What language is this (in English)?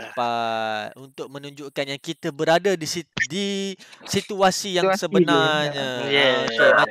Malay